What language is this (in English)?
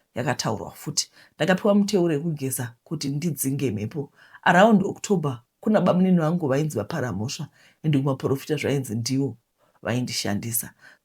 Shona